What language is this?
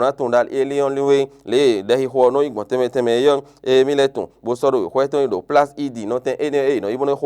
Fon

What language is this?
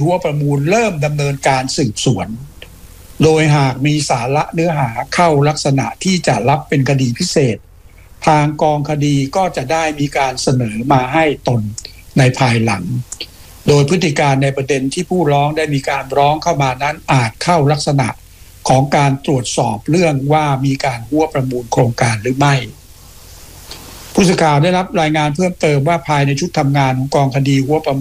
Thai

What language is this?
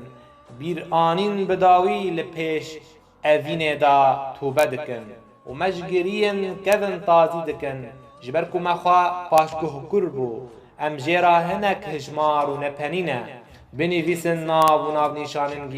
Kurdish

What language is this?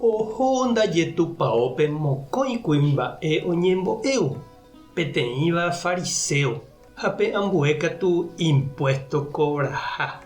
Guarani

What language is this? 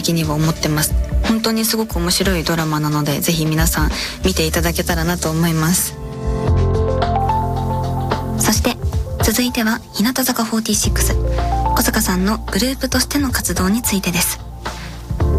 Japanese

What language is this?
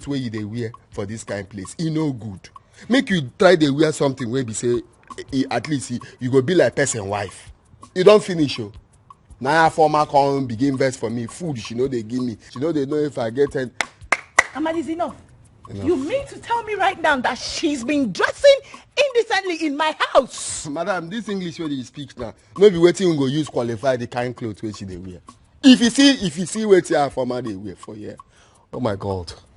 Nigerian Pidgin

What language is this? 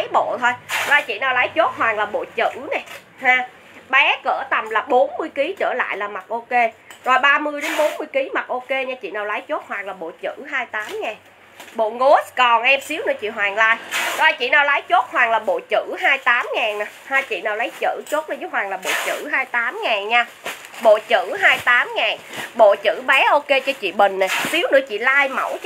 Vietnamese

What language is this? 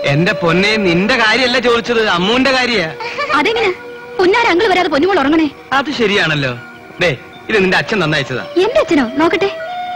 Malayalam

